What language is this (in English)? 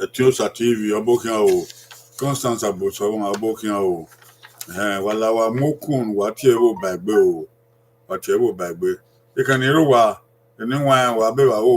Bini